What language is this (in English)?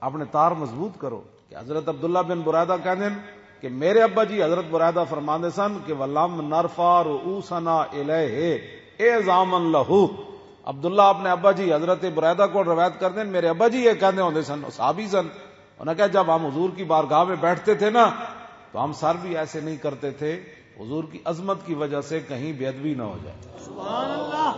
Western Panjabi